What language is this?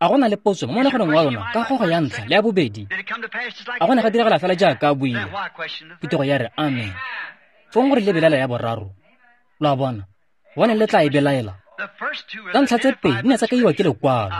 Tswana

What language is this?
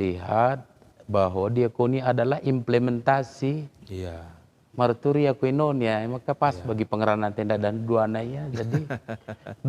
Batak Karo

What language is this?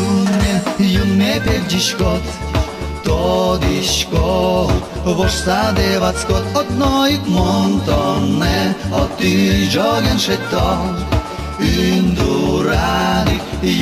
Udmurt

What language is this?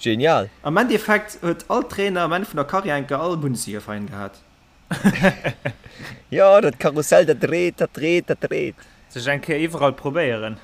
Luxembourgish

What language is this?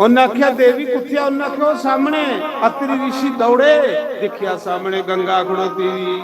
Dogri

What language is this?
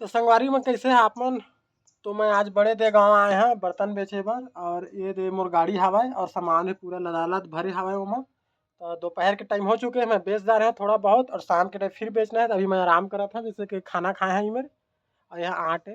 Chhattisgarhi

